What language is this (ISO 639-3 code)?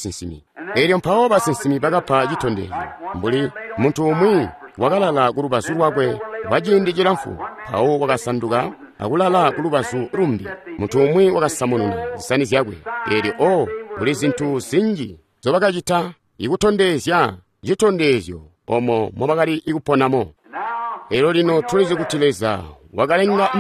toi